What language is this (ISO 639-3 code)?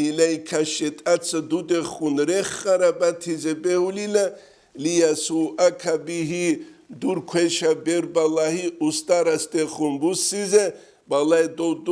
ava